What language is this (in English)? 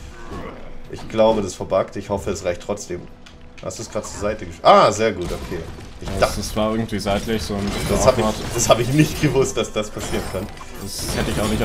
German